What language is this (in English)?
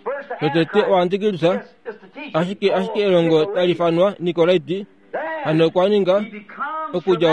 Kuanyama